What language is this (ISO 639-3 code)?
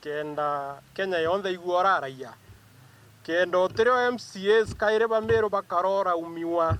mer